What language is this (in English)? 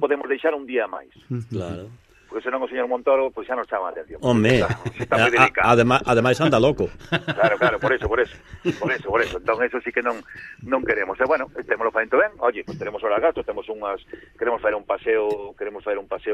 Galician